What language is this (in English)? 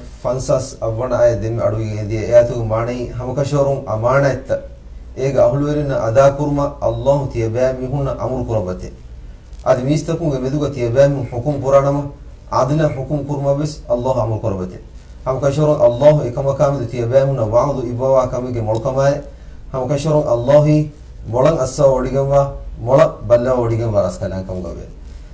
Divehi